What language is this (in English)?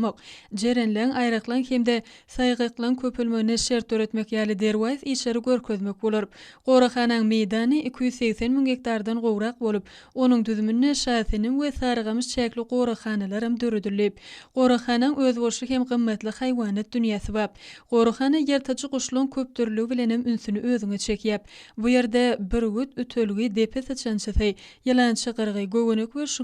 Turkmen